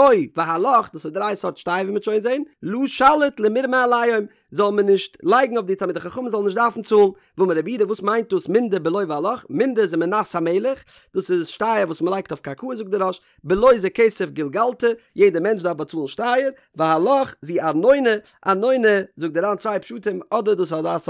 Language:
Yiddish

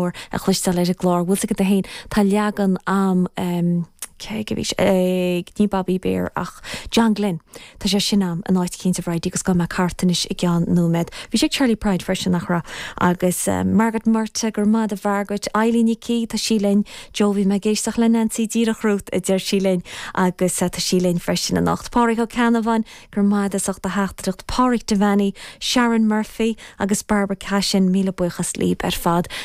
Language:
Irish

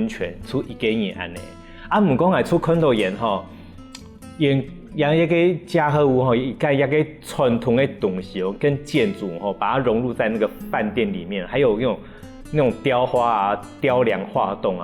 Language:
Hakka Chinese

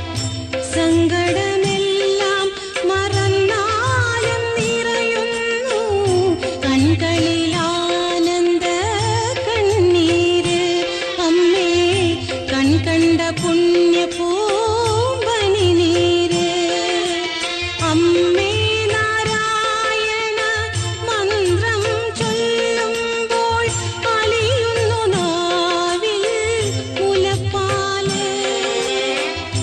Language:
Malayalam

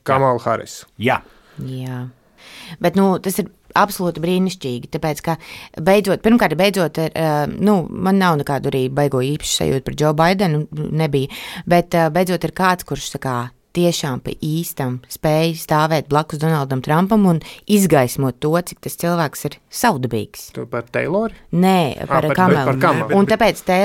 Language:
Latvian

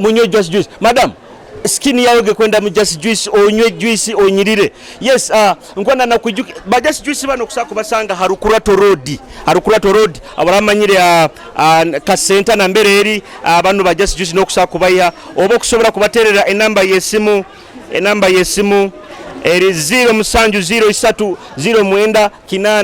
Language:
Nyoro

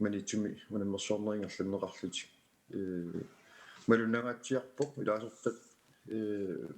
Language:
Kalaallisut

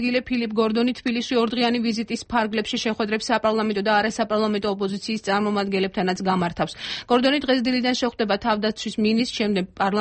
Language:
Georgian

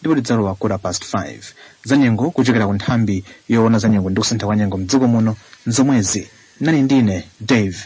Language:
Nyanja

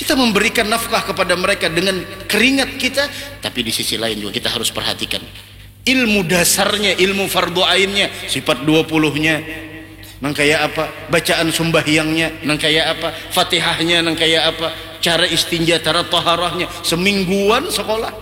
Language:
Banjar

